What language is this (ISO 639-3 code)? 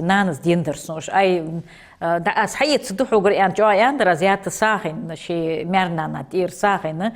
inh